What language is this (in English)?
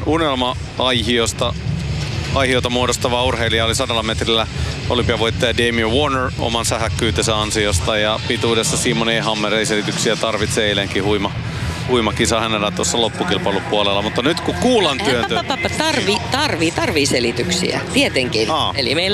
Finnish